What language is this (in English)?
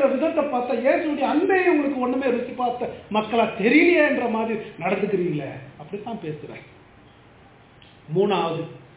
Tamil